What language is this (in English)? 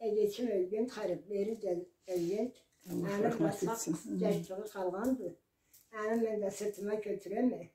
Karachay-Balkar